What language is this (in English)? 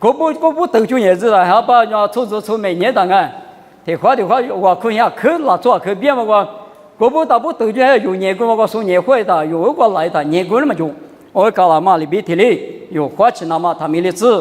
Lisu